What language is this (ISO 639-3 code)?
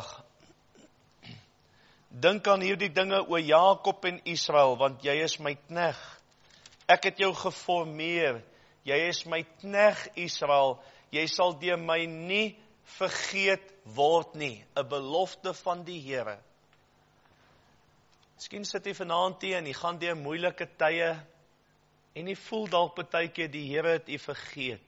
afr